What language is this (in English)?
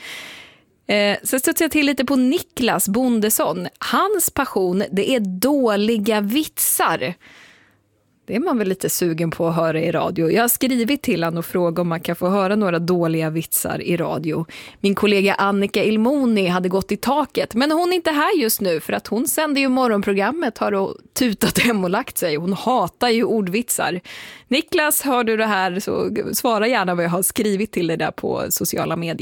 Swedish